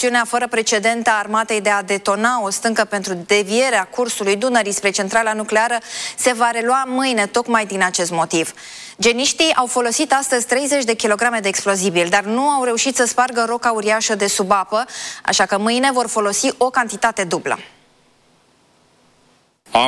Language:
Romanian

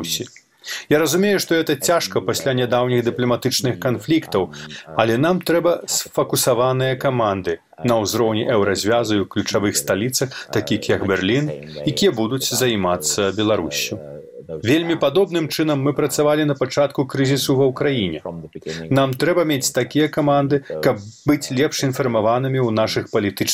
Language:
Belarusian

